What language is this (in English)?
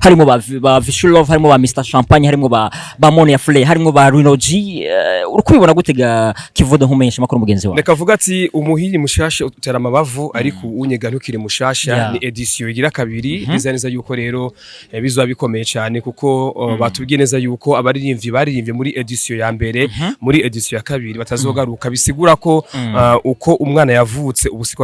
Rundi